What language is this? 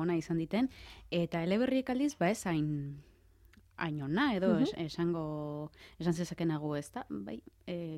Basque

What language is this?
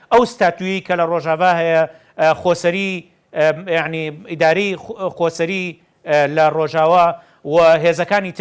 Central Kurdish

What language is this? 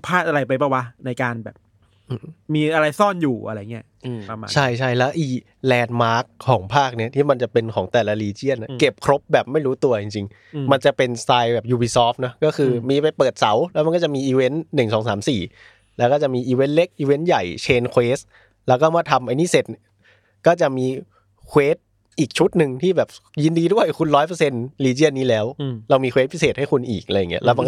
Thai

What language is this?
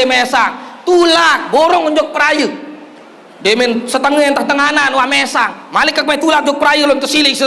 Sasak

